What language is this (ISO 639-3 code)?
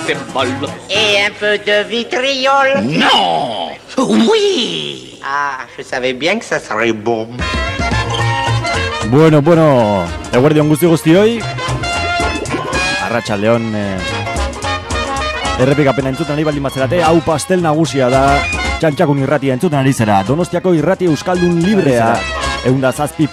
eus